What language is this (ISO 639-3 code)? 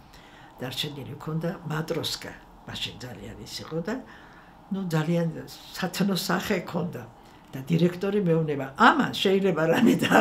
kat